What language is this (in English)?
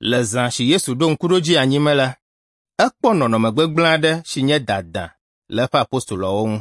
Ewe